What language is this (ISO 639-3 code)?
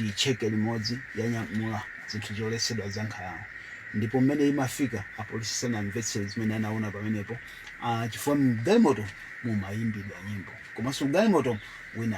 nya